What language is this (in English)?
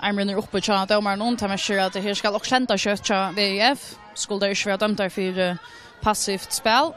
Faroese